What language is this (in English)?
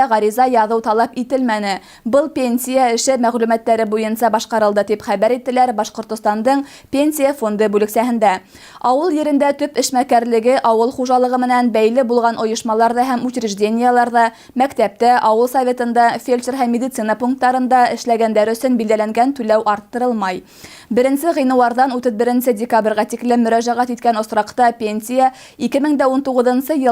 Bashkir